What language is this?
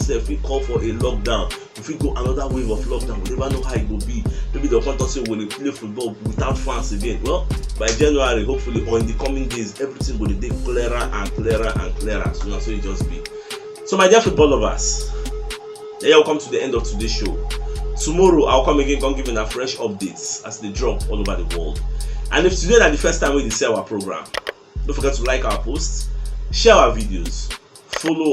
Nigerian Pidgin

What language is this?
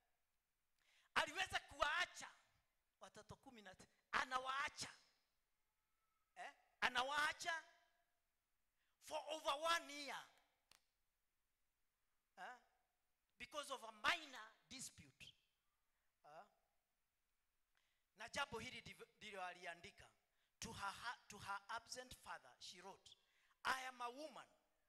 Swahili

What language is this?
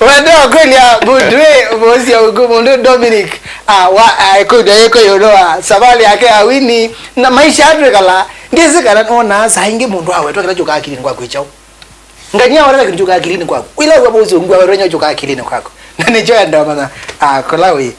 Kamba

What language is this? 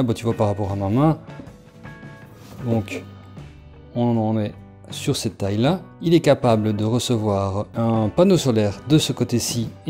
French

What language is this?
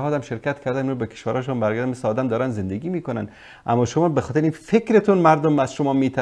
Persian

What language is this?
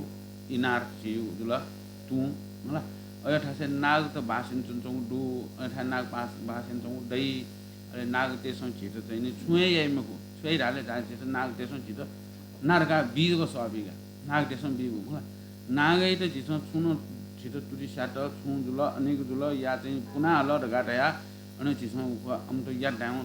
Newari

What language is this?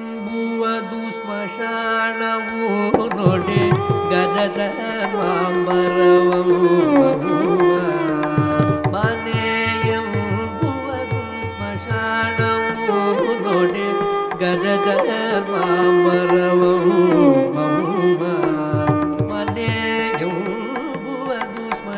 Kannada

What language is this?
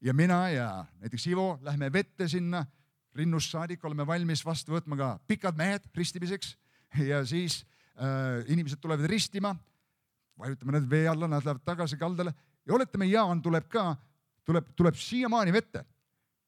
Estonian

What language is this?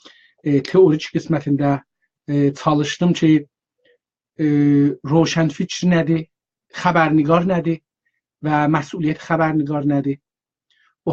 South Azerbaijani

